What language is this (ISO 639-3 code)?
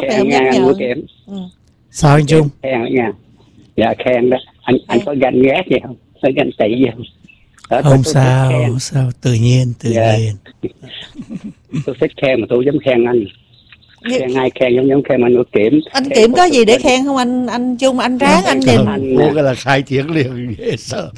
vie